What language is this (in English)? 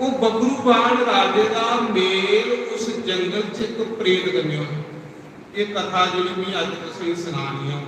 Dogri